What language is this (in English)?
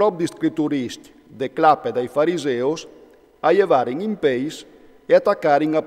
Friulian